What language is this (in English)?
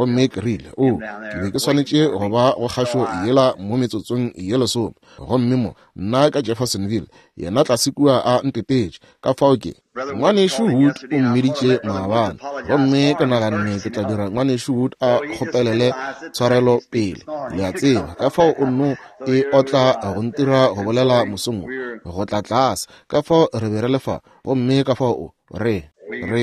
Northern Sotho